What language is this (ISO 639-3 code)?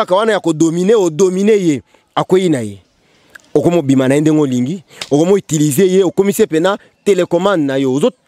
lin